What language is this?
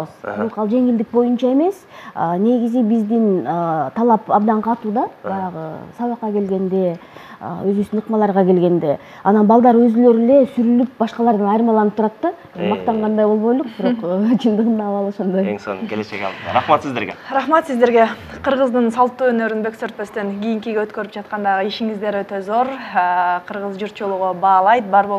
Kyrgyz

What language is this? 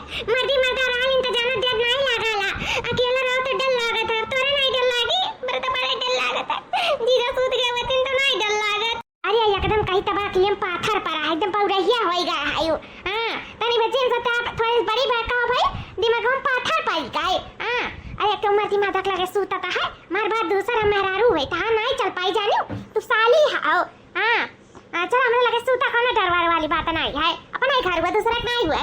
Awadhi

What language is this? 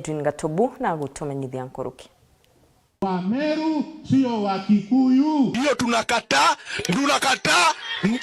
Meru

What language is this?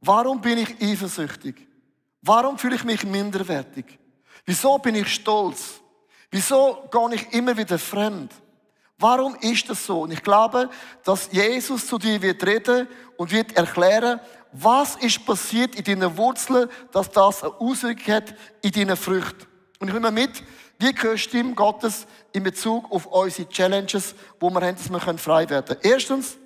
Swiss German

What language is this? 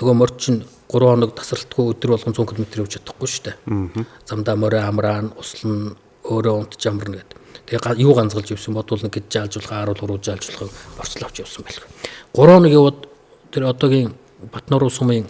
Mongolian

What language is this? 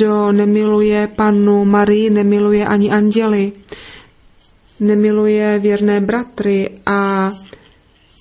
Czech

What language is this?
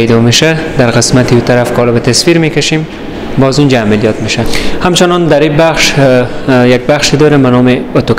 Persian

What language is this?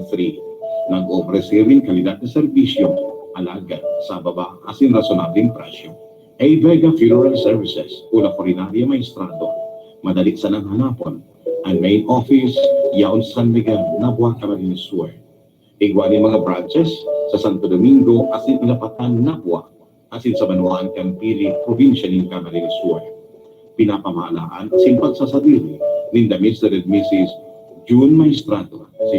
Bikol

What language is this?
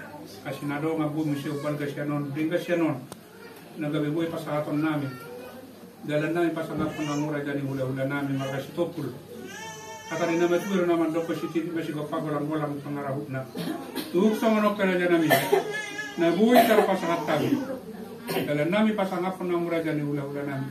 Batak Toba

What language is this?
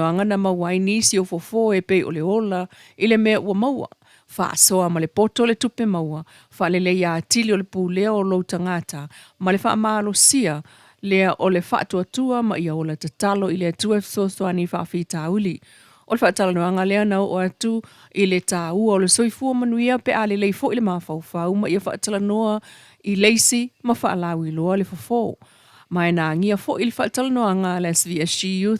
Samoan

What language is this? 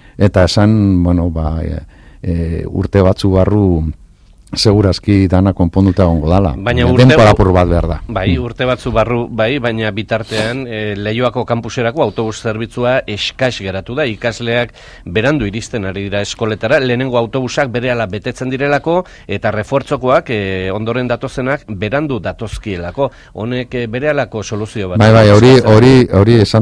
Basque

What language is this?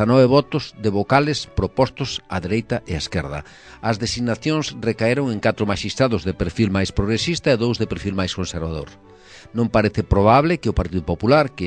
Galician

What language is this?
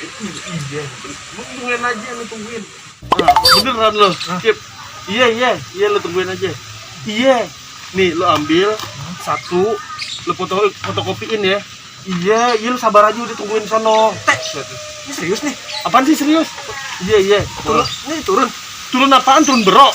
Betawi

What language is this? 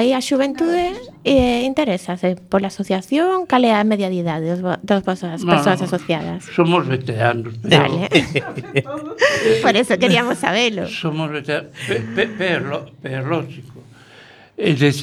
Galician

